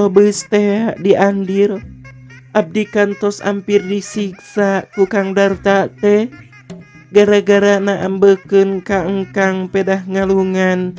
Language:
Sundanese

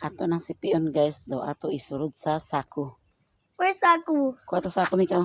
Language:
Cebuano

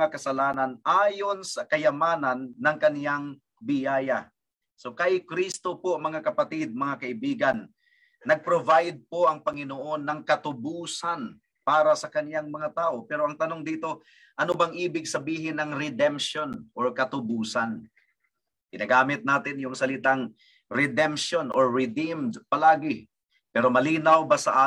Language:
Filipino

